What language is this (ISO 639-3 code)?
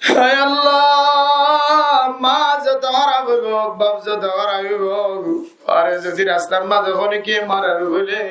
rhg